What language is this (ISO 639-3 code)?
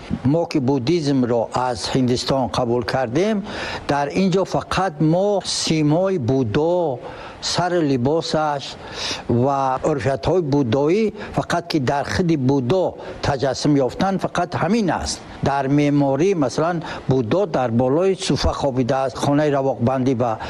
tgk